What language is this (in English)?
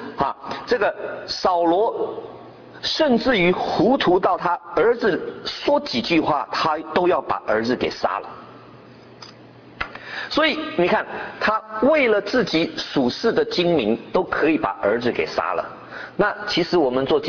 Chinese